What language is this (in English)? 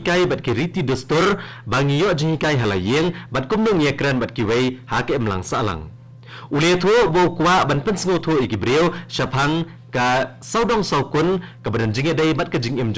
Khasi